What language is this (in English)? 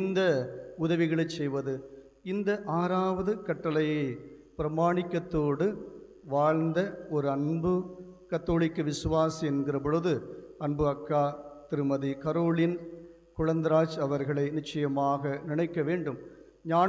Tamil